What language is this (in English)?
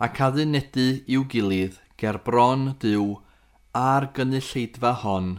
Welsh